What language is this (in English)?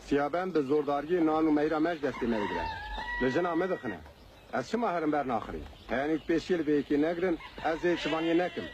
Kurdish